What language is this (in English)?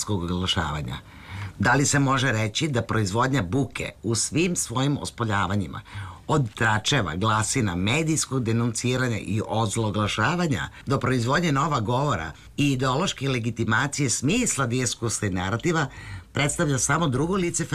Serbian